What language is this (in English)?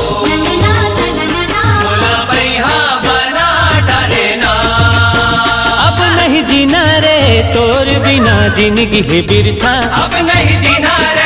Chhattisgarhi